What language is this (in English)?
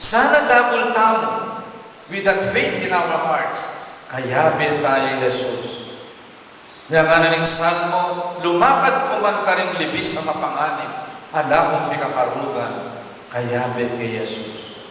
Pampanga